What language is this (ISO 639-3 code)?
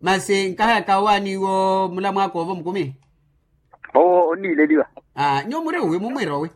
vmw